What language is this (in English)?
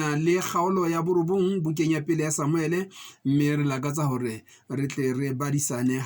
Southern Sotho